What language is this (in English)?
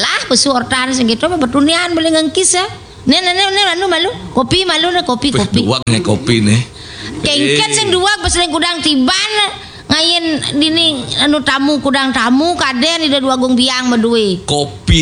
Balinese